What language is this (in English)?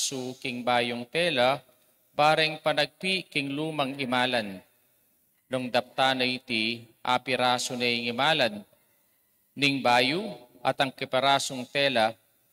Pampanga